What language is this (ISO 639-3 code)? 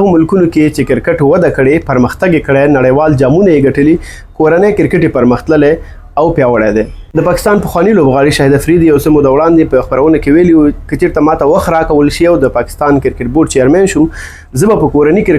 pus